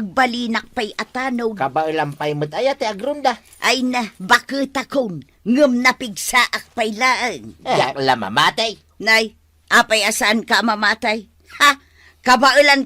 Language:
Iloko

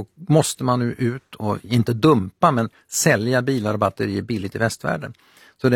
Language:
Swedish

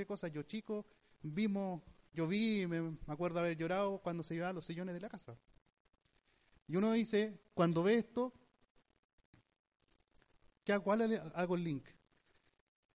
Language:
Spanish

